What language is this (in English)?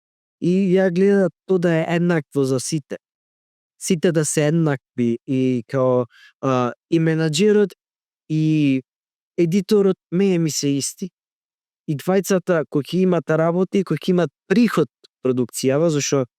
Macedonian